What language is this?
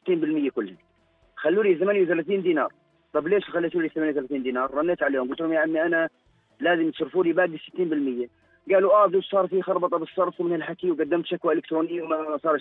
South Levantine Arabic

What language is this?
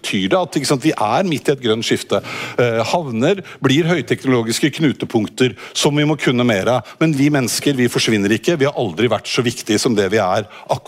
Norwegian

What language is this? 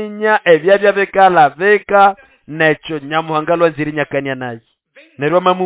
Nande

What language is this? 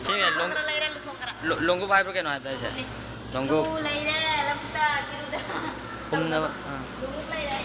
Manipuri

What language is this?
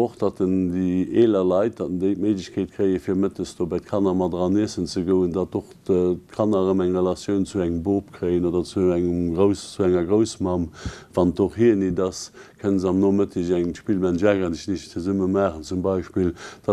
Luxembourgish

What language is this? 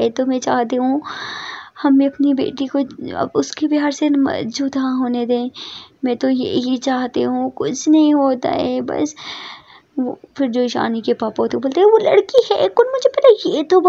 Hindi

